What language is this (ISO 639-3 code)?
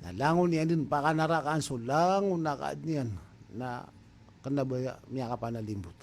mrw